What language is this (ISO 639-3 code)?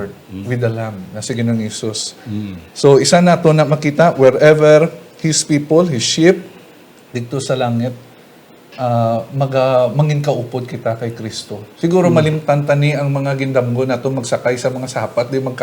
hil